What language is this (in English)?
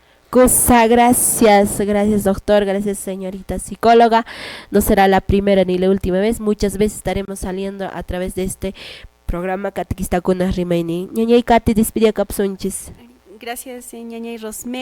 Quechua